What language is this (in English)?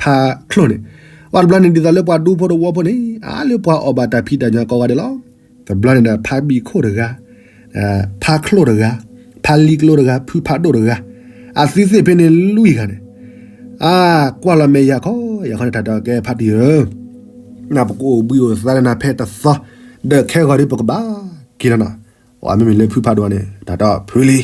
S'gaw Karen